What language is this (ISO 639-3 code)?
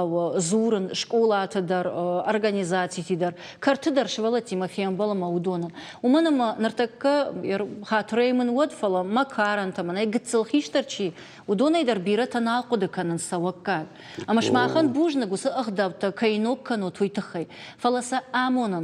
oss